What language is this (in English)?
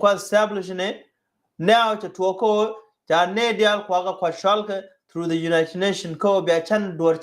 Nuer